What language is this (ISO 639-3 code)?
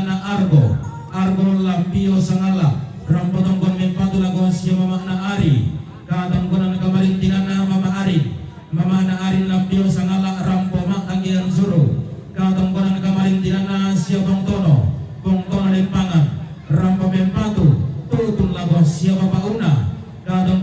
sda